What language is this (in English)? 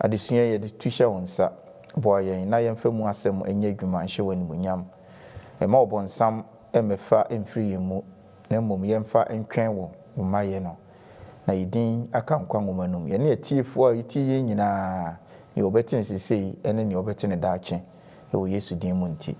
Akan